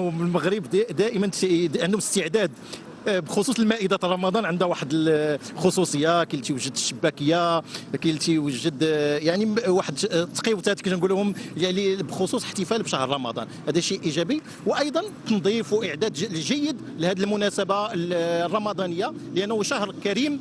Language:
Egyptian Arabic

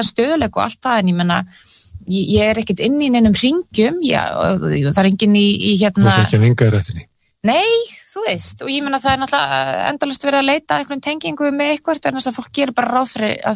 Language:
Icelandic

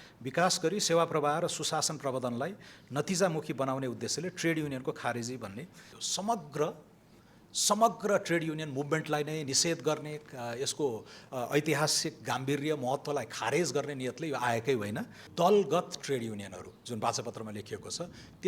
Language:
Nepali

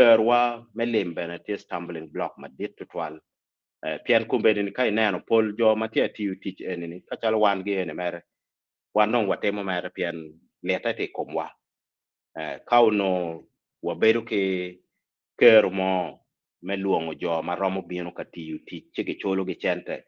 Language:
Acoli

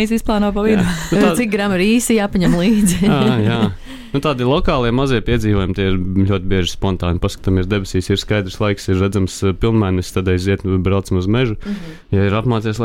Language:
Latvian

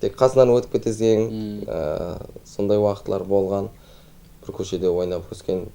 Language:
Kara-Kalpak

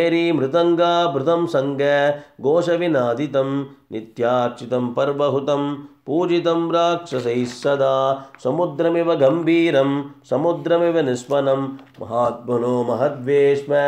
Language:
Sanskrit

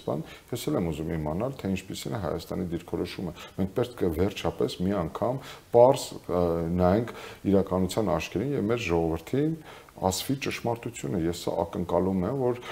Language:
Armenian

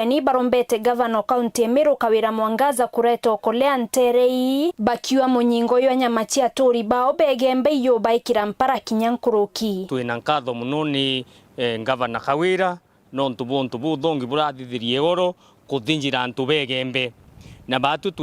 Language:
Meru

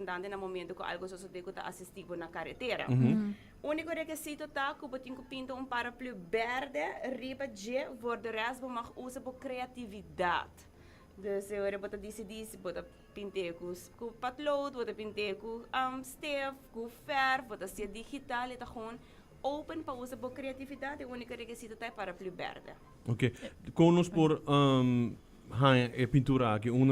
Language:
Papiamento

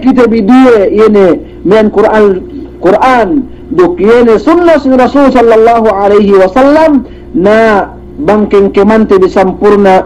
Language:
Yakan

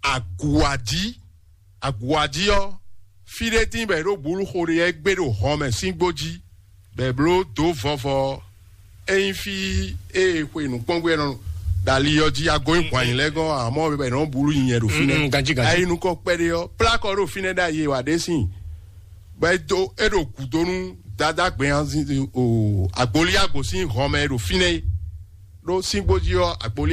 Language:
Fon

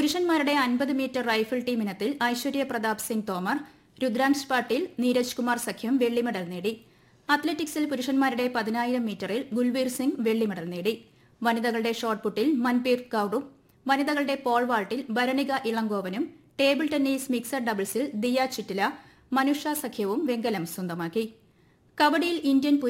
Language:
Malayalam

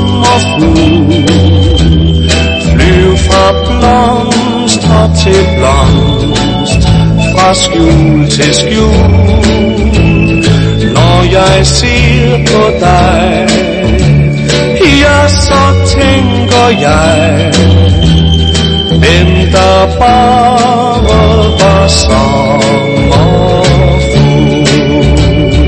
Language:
Danish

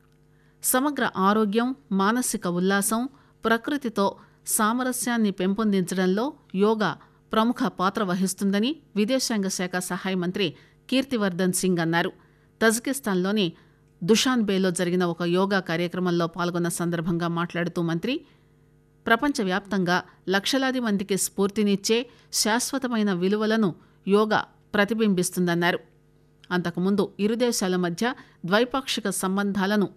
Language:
Telugu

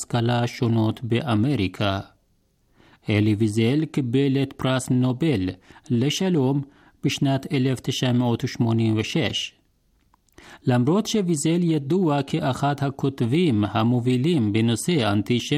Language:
Hebrew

